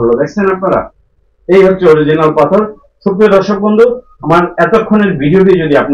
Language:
Bangla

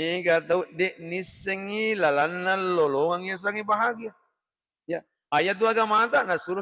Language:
Buginese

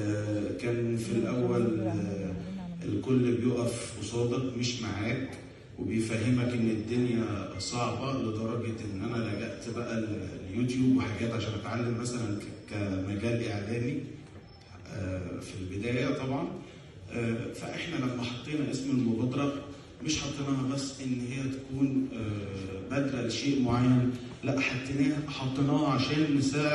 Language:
Egyptian Arabic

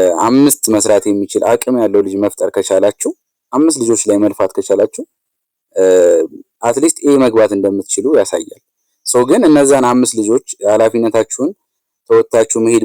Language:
Amharic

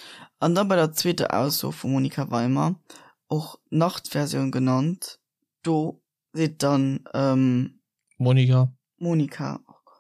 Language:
Luxembourgish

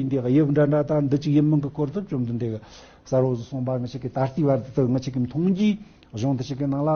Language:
Tibetan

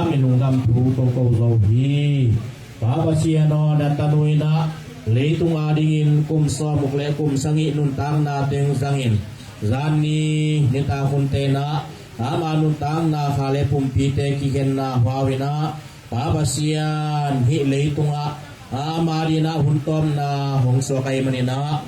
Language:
Tedim Chin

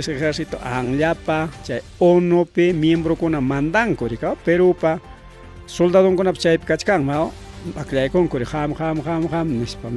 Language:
Ayacucho Quechua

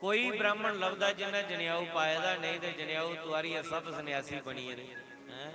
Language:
Dogri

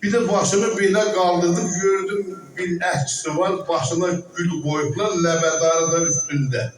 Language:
South Azerbaijani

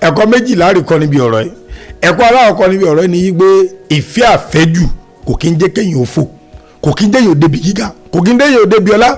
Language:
Yoruba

